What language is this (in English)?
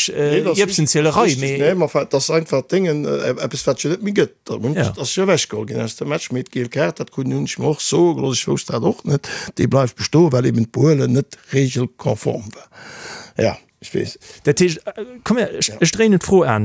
Luxembourgish